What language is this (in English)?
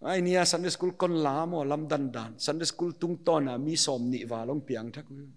Paite Chin